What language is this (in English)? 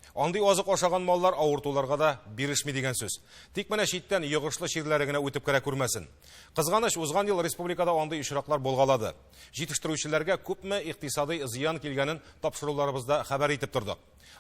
Tatar